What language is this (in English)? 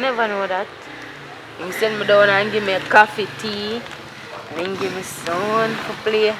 Jamaican Creole English